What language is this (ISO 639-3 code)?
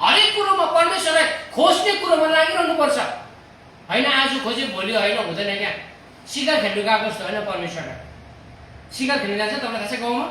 nep